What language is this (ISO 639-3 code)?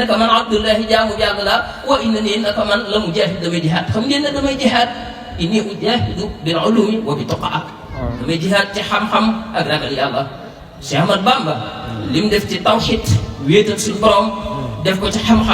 wol